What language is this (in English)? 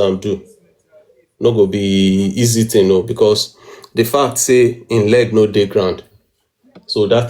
Nigerian Pidgin